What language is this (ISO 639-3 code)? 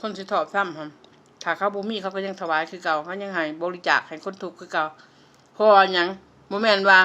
lao